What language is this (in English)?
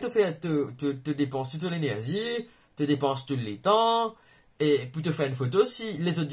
Morisyen